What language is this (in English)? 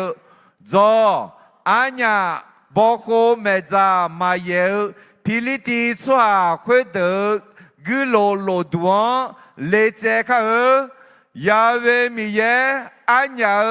Akha